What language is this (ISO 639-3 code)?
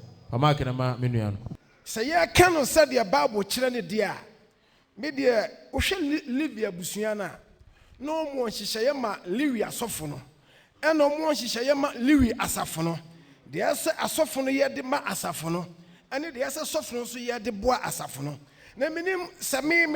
aka